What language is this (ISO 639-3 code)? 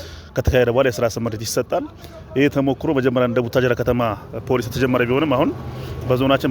amh